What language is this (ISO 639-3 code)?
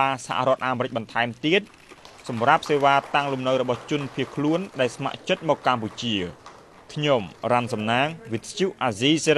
khm